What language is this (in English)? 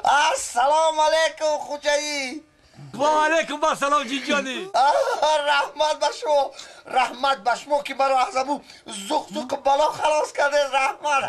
Tajik